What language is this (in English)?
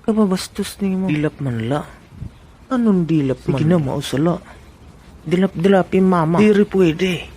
Waray